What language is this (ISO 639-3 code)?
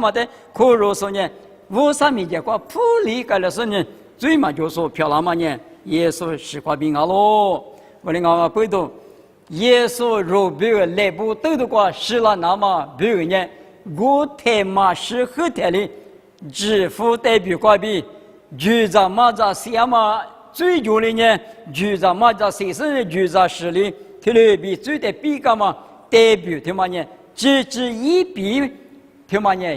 lis